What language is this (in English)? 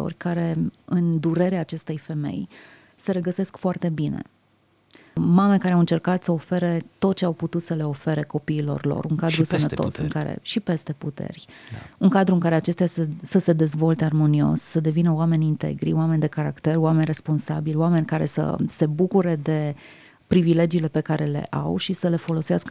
Romanian